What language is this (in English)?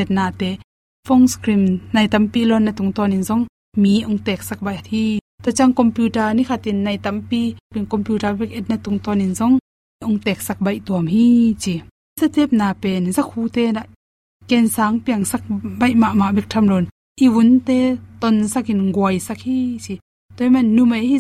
Tedim Chin